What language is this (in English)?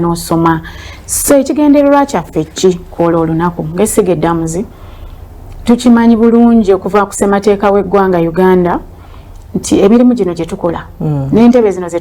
Ganda